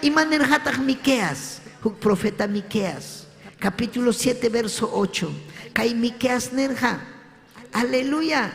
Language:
Ayacucho Quechua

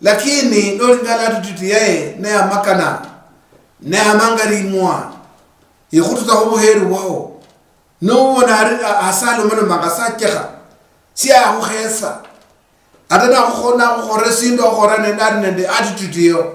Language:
Luyia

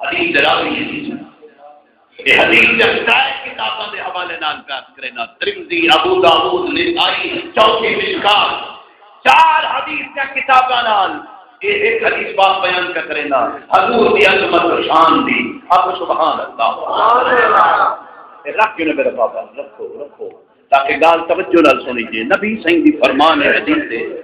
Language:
Saraiki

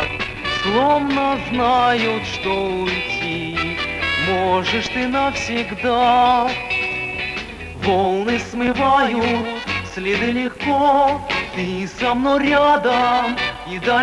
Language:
Russian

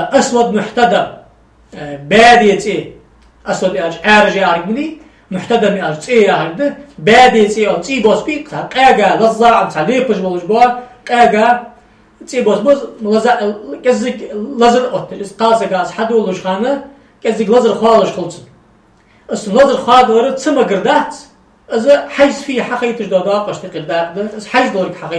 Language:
Ingush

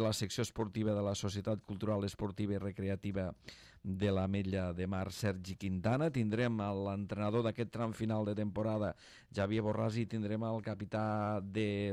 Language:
Catalan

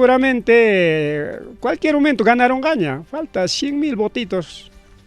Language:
Ayacucho Quechua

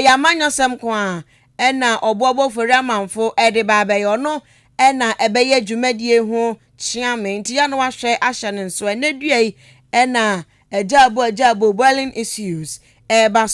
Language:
Akan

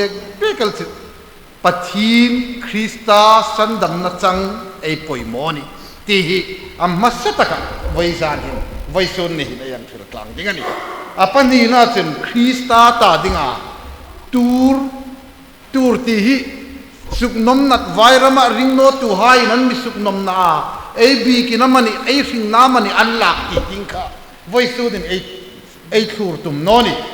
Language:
Hmar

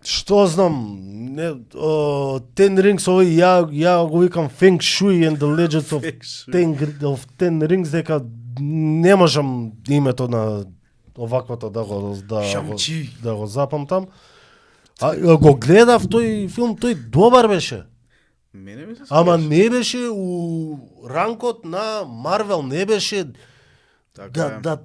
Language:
Macedonian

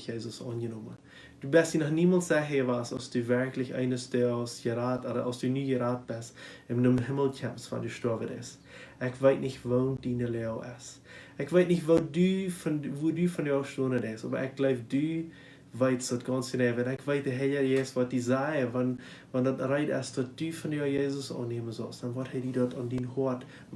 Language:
Plautdietsch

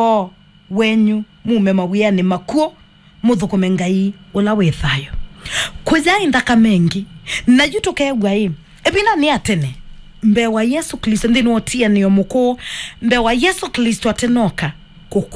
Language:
Kamba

